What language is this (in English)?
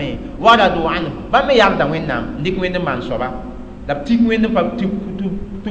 Mossi